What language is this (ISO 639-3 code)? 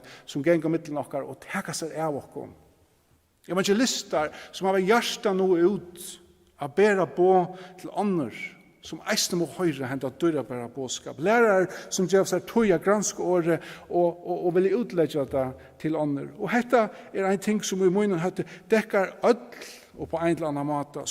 fao